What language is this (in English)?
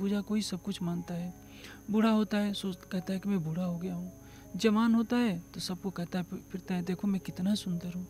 Hindi